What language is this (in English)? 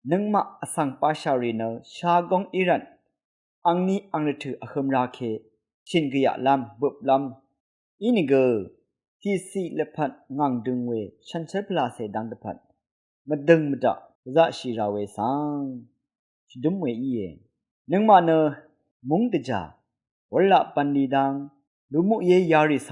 Rawang